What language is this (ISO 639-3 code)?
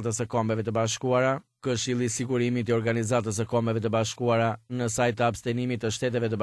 sqi